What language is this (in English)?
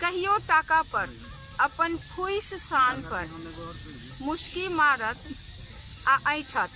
Maithili